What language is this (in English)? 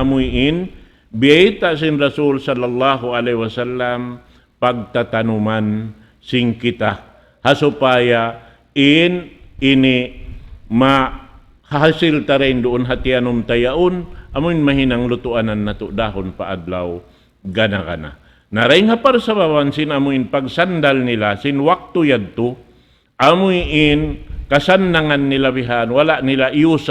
Tausug